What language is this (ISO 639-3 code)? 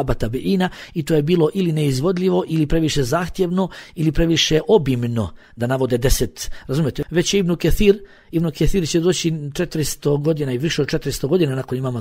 bos